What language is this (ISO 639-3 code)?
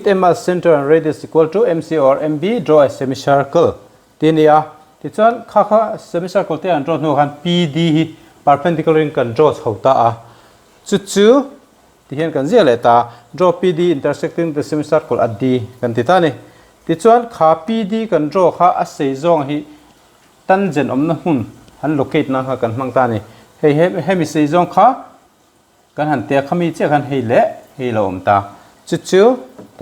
lus